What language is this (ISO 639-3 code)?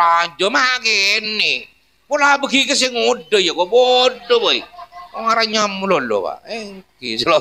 mad